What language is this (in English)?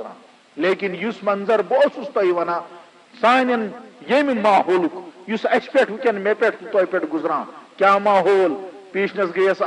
Kashmiri